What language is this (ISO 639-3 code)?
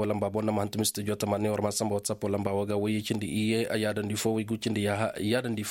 ses